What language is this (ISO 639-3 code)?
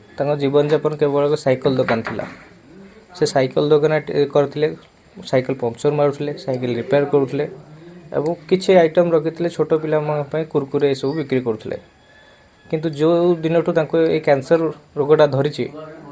ori